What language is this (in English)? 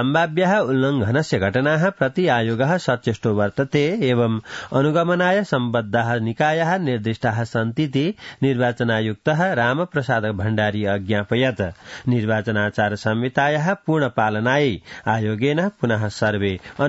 Sanskrit